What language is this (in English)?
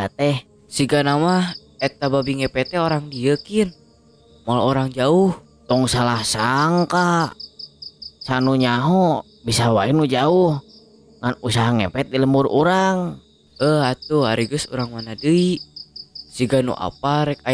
Sundanese